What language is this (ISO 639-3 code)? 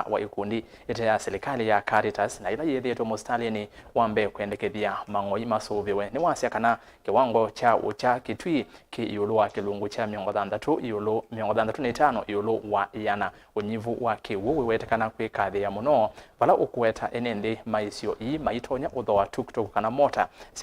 kam